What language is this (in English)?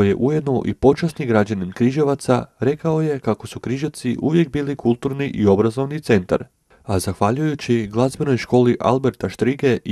Croatian